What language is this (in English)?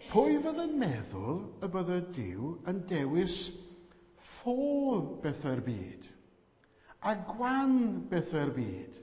Welsh